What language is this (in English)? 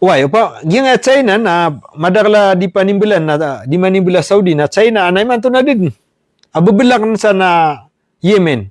Maranao